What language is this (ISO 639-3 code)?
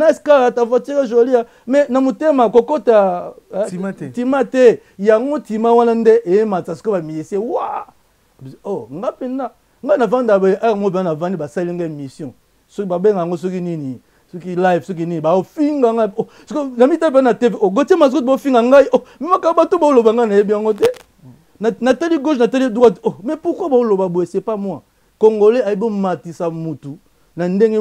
lin